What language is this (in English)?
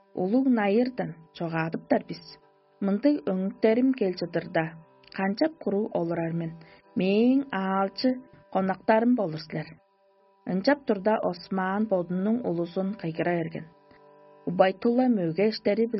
Tuvinian